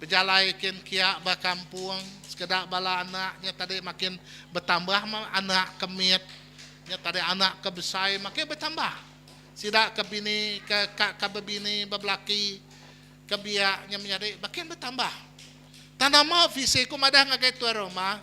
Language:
Iban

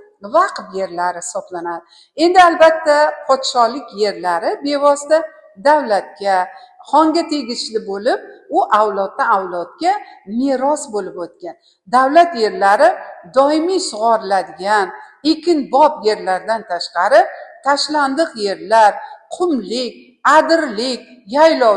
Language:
Uzbek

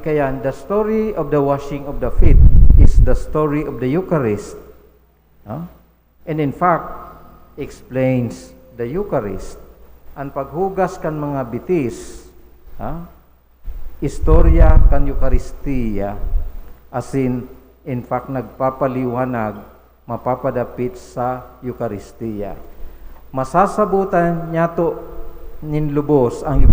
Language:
Bikol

